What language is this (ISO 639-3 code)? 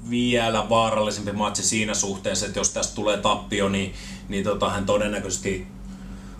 fin